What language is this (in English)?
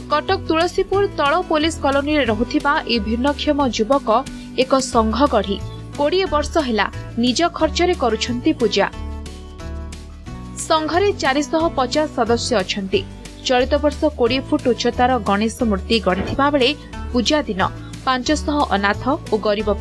Odia